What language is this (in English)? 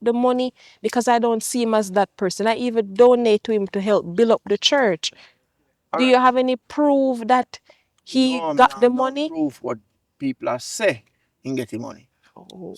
Jamaican Creole English